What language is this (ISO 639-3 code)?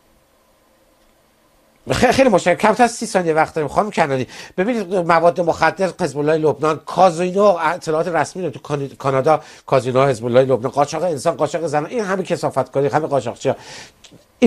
fas